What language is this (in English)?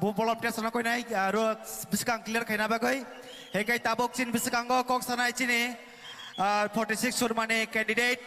Kok Borok